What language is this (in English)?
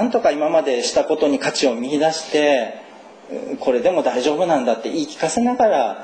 Japanese